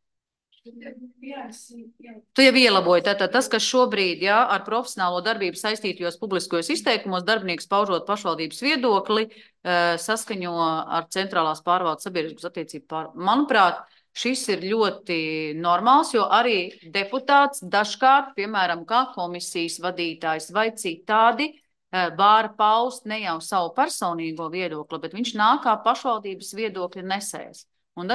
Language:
Latvian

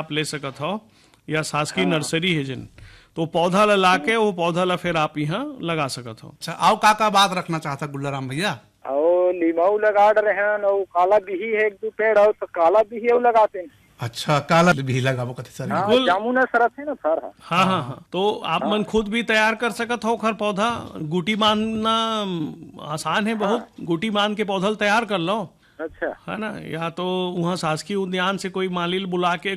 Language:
Chhattisgarhi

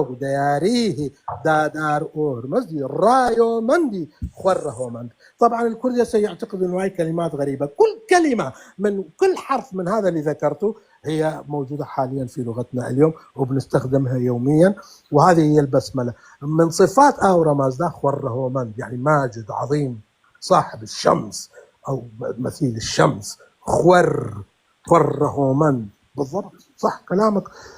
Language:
North Levantine Arabic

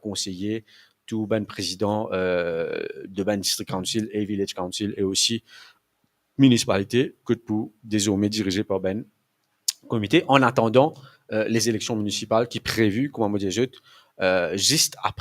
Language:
Morisyen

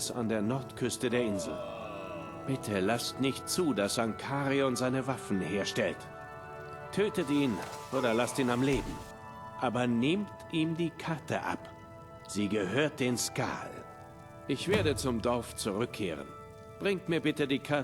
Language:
Bavarian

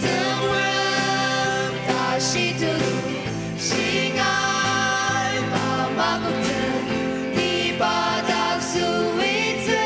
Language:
Ao Naga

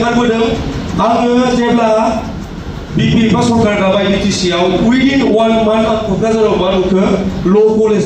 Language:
Bodo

